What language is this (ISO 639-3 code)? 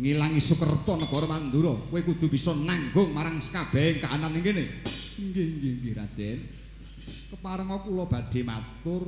jav